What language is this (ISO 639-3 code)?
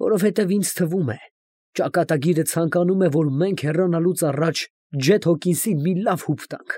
hye